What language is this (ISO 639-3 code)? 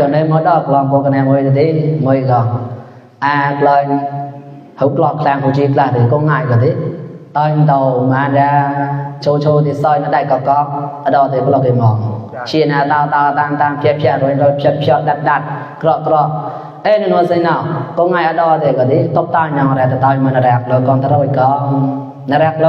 mnw